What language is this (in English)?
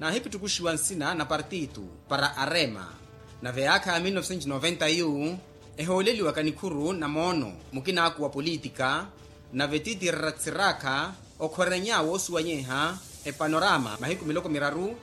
Makhuwa